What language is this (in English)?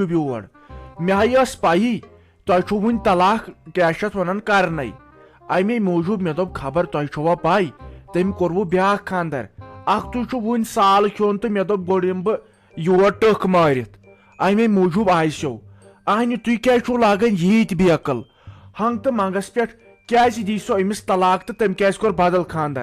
Kashmiri